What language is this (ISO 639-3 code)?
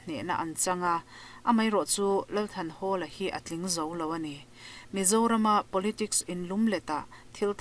lus